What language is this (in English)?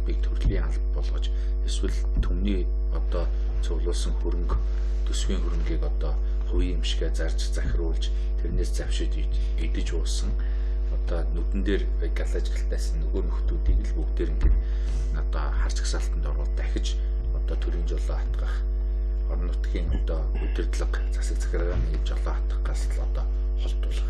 Mongolian